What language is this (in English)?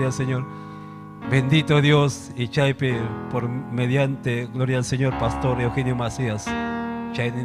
Ayacucho Quechua